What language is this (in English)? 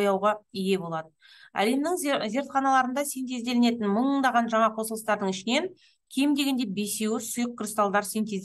Kazakh